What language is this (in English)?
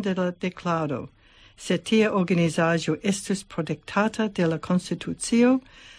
Esperanto